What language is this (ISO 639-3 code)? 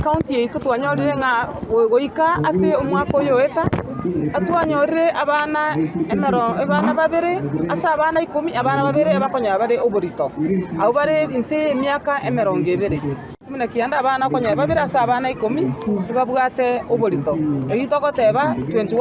guz